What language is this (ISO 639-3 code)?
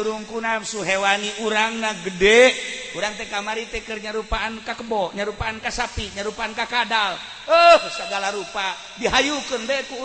sun